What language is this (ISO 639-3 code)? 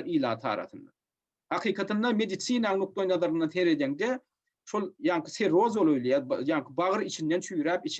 tuk